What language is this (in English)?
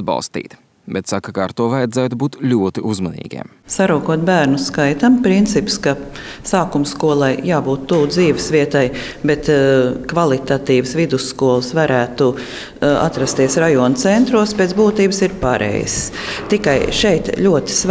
Latvian